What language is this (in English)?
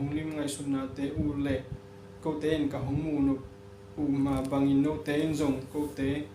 Tedim Chin